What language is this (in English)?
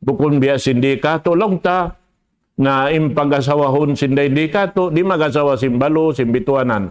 Tausug